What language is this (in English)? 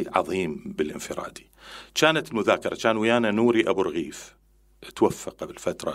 Mesopotamian Arabic